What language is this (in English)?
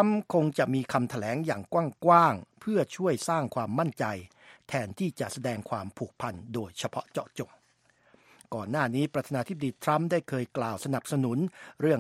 Thai